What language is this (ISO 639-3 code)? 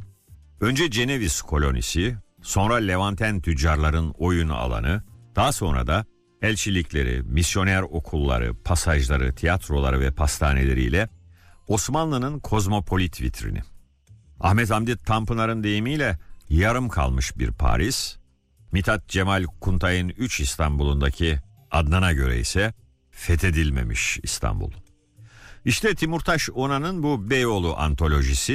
tur